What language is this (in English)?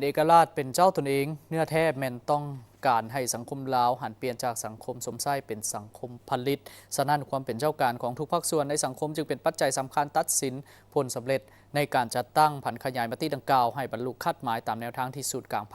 Lao